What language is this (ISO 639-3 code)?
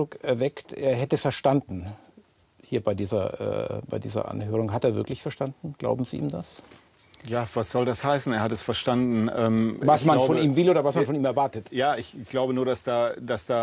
deu